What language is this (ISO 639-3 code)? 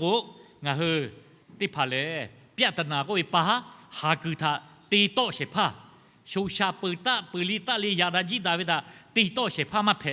lhu